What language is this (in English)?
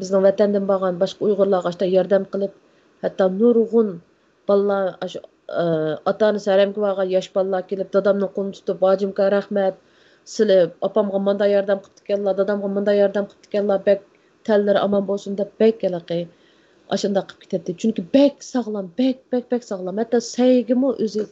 Uyghur